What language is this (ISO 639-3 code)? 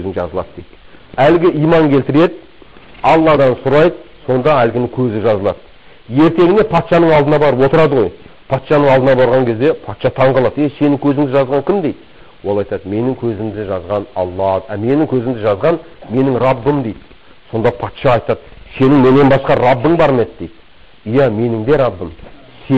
kaz